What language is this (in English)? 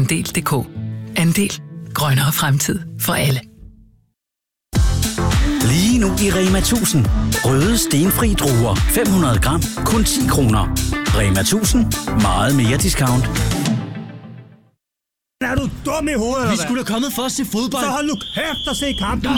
Danish